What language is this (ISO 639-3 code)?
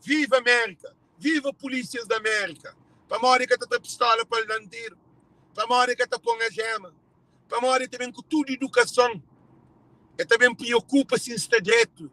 kea